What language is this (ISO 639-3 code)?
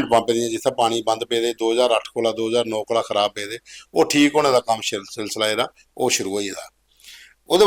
doi